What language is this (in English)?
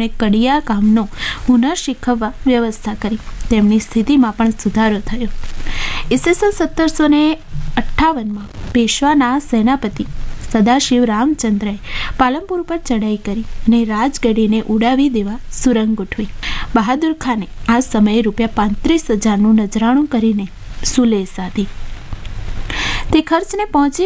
Gujarati